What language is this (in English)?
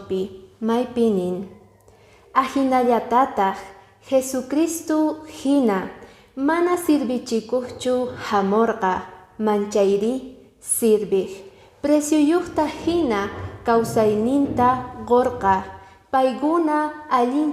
Quechua